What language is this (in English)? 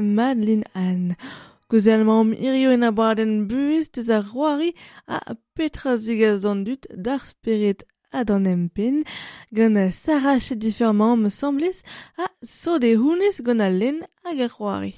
Breton